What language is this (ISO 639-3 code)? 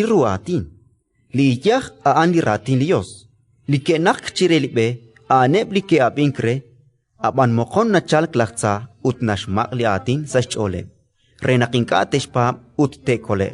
kek